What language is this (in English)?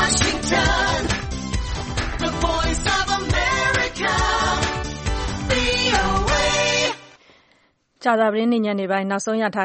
Burmese